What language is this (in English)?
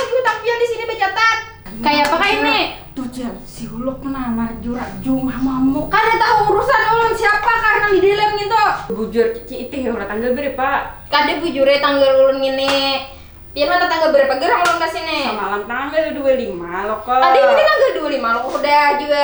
Banjar